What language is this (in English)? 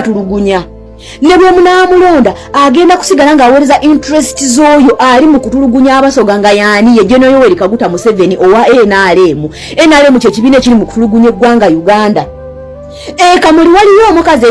Ganda